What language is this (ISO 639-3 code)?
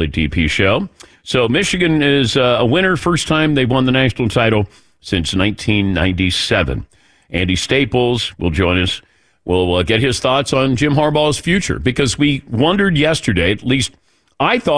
eng